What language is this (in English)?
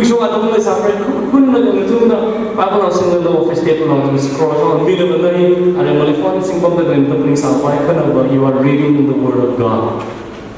Tangkhul Naga (India)